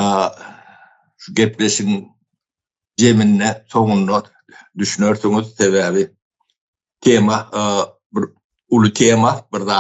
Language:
Turkmen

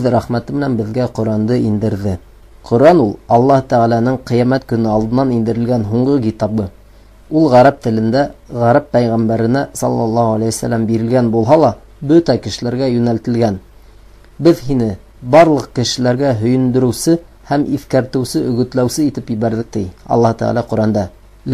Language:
Bashkir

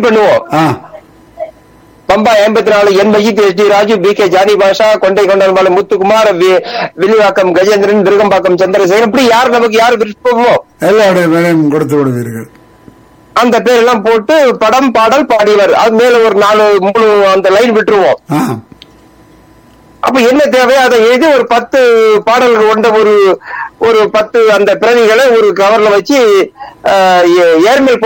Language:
Tamil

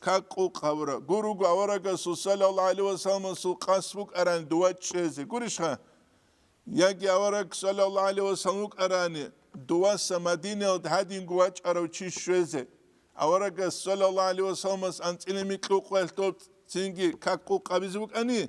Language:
Avaric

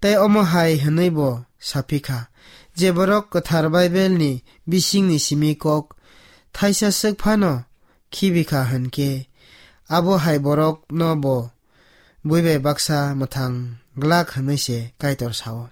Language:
Kok Borok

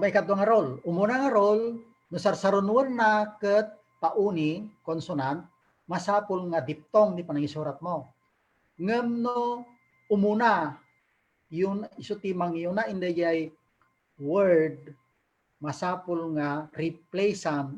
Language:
Iloko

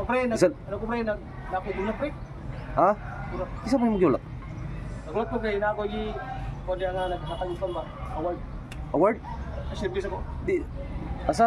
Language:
Cebuano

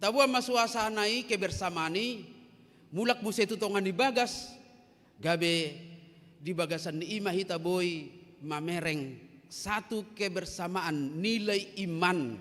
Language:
Batak Toba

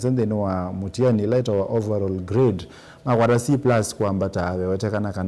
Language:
Kamba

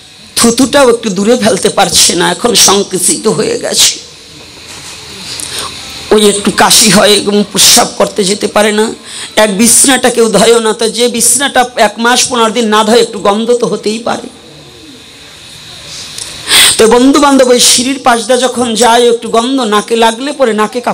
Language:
Bangla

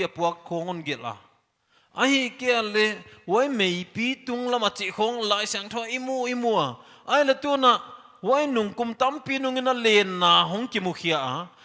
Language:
Paite Chin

